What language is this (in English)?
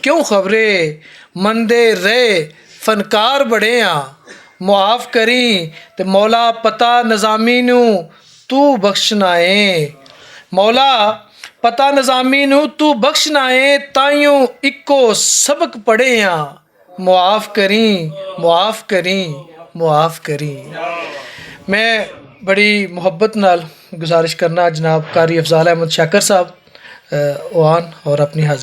Western Panjabi